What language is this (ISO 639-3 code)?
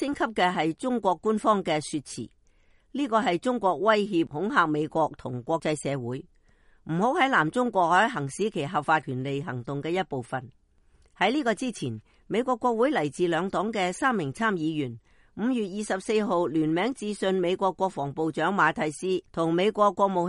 yue